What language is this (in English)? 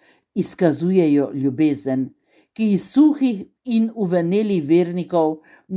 Slovenian